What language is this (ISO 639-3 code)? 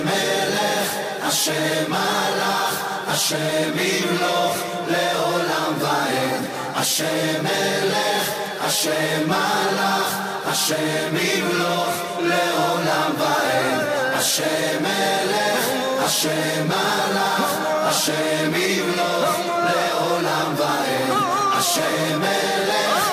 heb